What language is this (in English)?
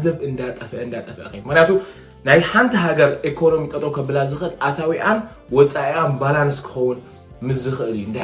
Tigrinya